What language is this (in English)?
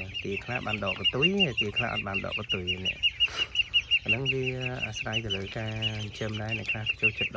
Khmer